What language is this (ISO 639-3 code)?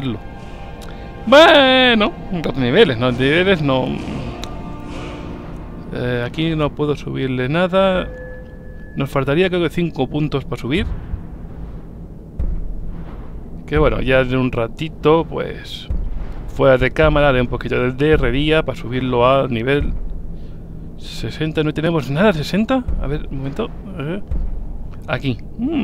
spa